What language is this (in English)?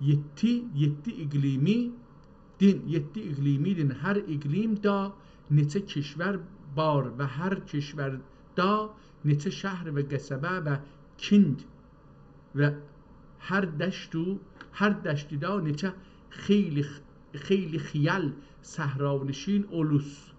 South Azerbaijani